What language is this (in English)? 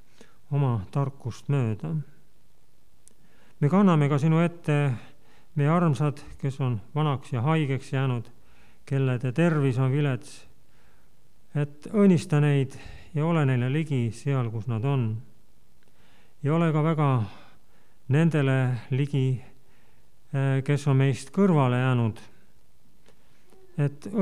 Estonian